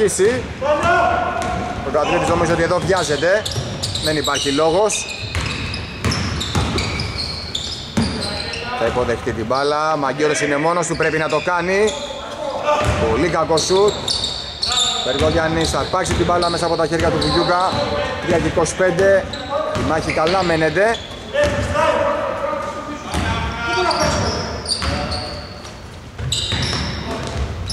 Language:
Greek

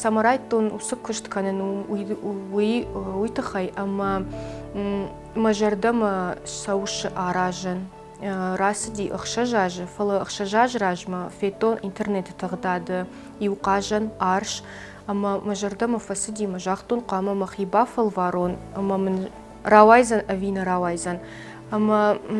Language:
Ossetic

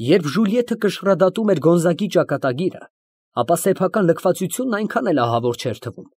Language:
Armenian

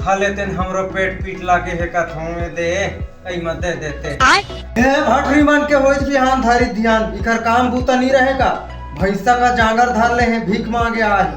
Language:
Chhattisgarhi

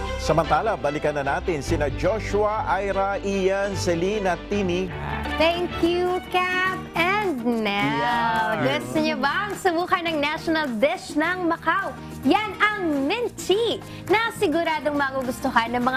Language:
Filipino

